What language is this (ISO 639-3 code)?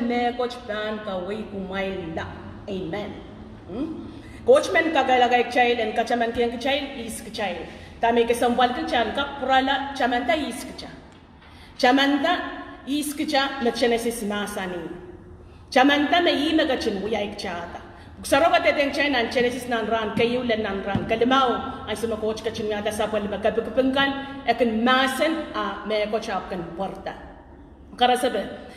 pon